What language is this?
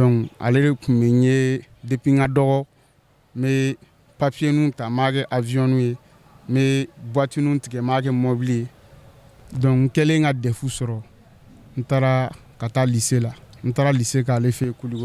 Bambara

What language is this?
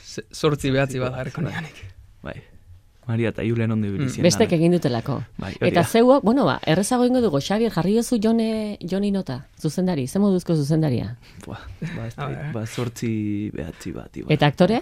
Basque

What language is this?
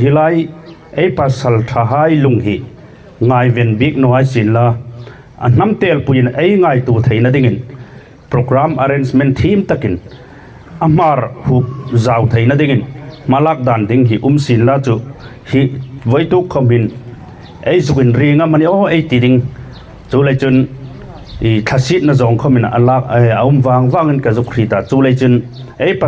Hmar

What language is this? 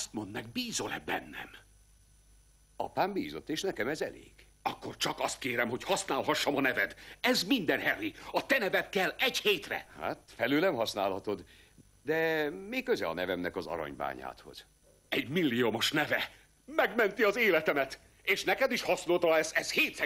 Hungarian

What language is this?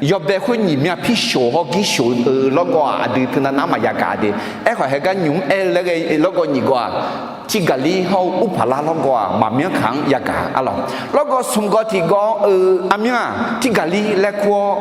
Akha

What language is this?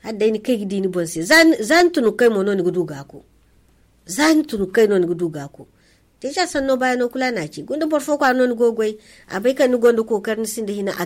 Zarma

